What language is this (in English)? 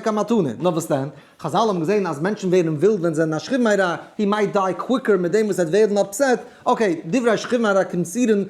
Yiddish